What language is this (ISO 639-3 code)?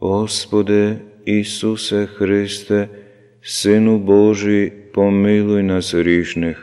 slv